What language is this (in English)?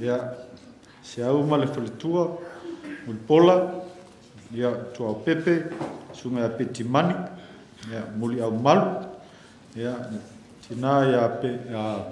Samoan